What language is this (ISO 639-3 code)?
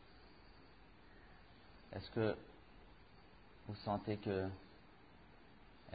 fra